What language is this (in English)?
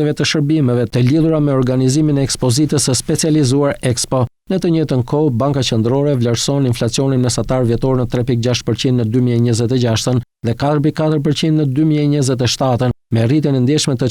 Albanian